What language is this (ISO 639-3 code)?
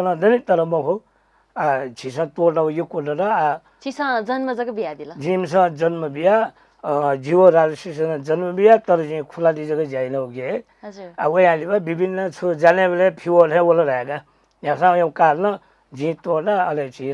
new